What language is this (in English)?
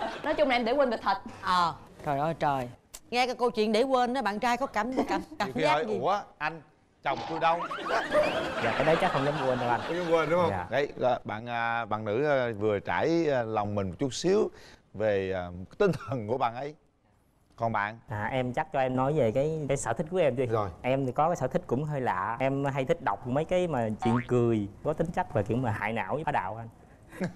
Vietnamese